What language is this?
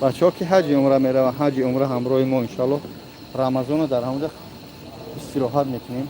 Tajik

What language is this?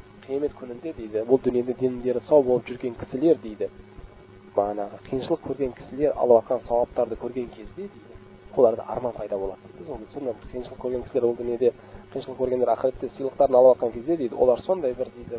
Kazakh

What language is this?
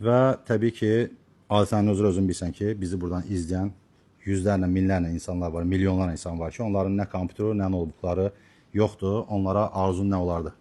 Azerbaijani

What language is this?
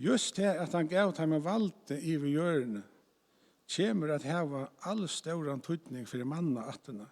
Faroese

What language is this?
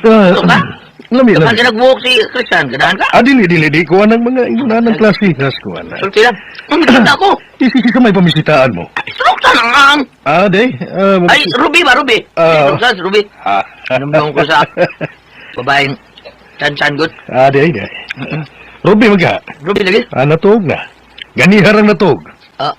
Cebuano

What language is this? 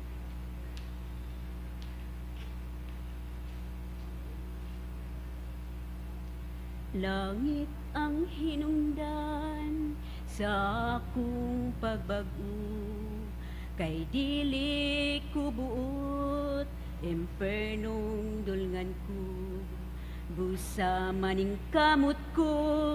Cebuano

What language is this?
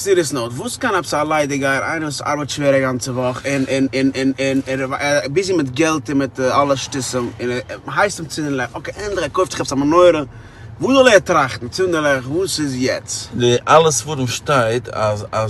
Yiddish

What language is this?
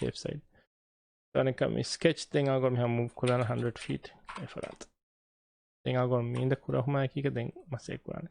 Divehi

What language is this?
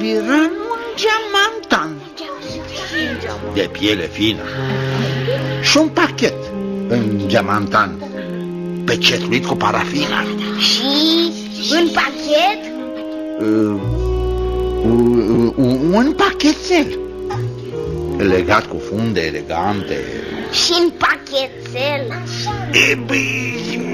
Romanian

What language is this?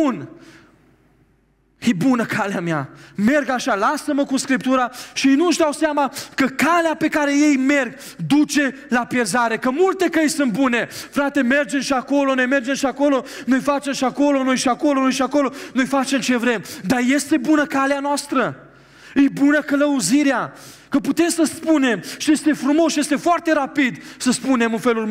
Romanian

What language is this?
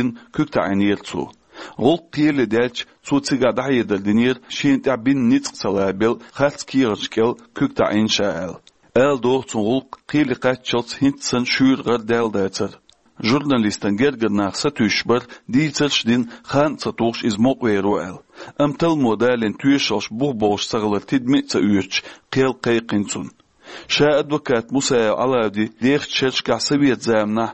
Chechen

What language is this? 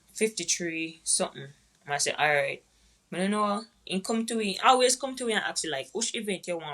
Jamaican Creole English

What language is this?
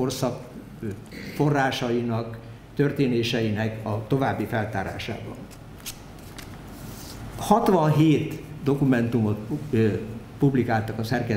Hungarian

